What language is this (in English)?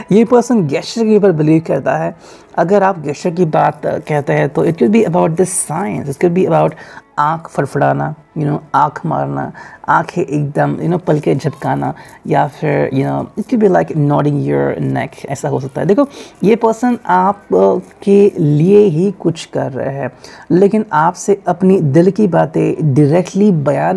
Hindi